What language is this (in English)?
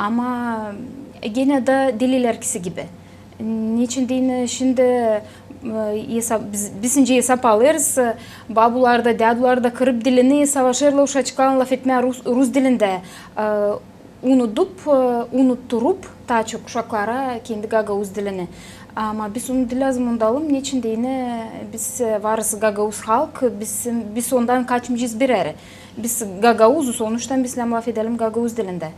Gagauz